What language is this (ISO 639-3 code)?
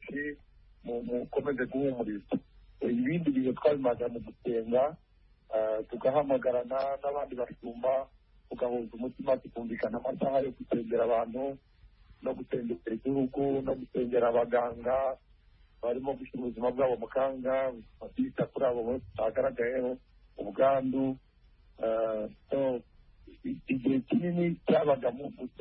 kin